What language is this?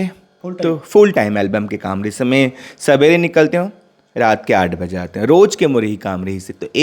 Chhattisgarhi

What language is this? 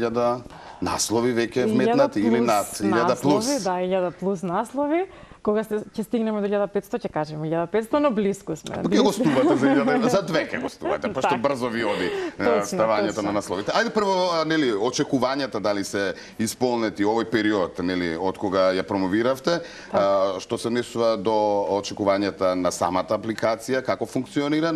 Macedonian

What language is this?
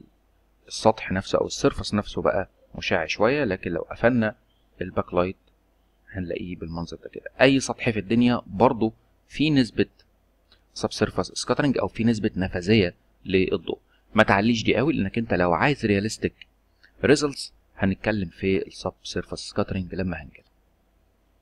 Egyptian Arabic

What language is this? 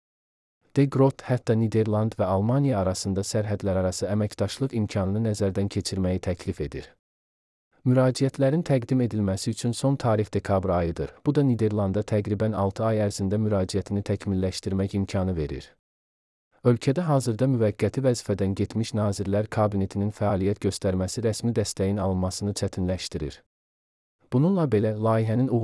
Azerbaijani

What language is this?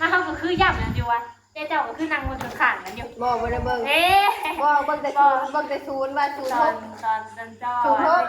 Northeastern Thai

